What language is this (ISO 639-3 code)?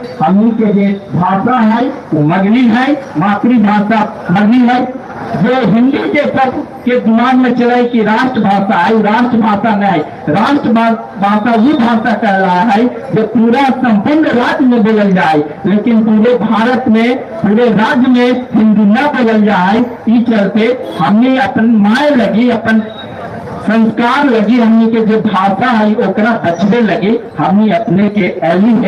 mag